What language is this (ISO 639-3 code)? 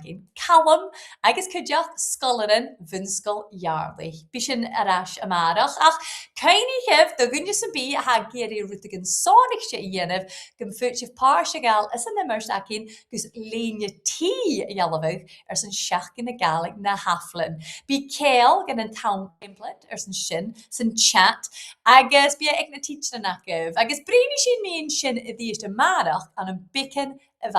gla